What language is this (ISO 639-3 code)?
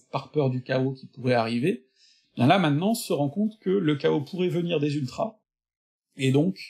fra